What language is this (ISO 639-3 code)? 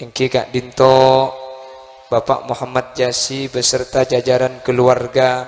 mad